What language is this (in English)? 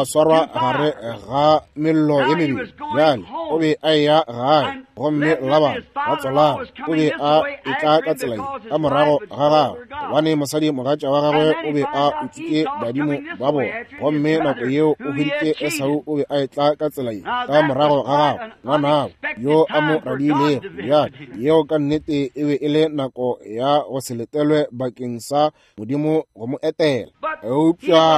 Northern Sotho